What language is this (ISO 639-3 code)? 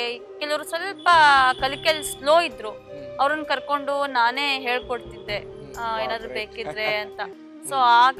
kan